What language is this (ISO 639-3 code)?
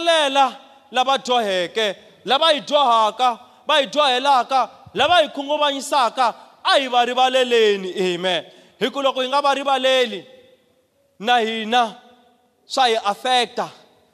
tso